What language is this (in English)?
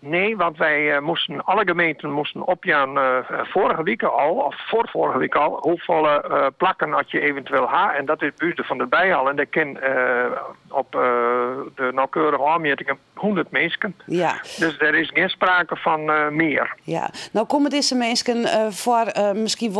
Western Frisian